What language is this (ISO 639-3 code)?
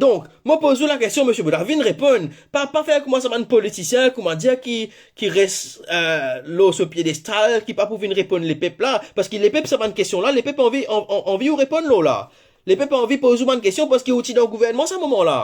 mfe